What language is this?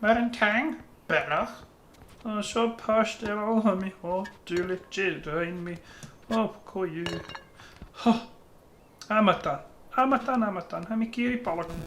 Scottish Gaelic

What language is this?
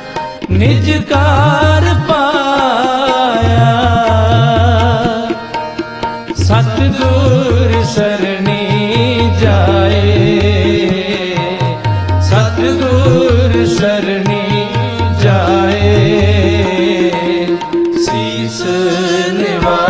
Hindi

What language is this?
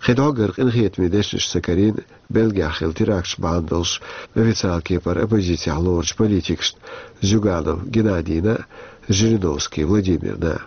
Chechen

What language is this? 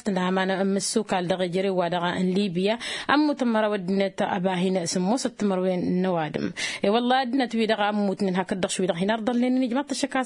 Tamasheq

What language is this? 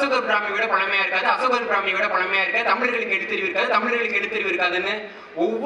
Tamil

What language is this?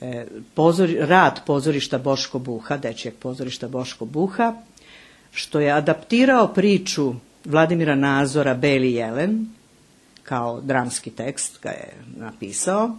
Serbian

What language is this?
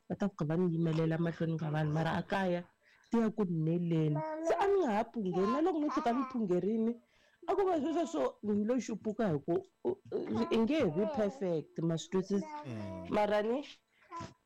Tsonga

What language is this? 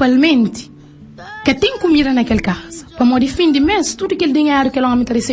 Kabuverdianu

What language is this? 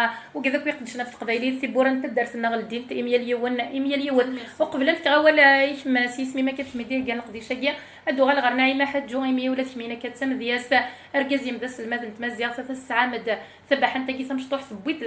Kabyle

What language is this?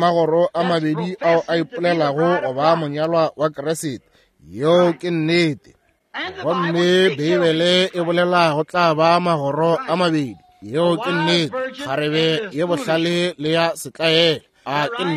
Northern Sotho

